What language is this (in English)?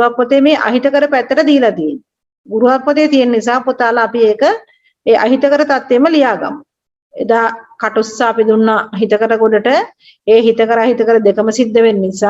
Sinhala